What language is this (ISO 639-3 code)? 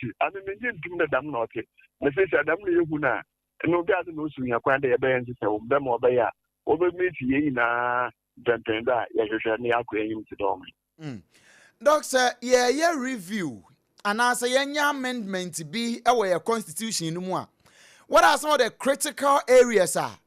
aka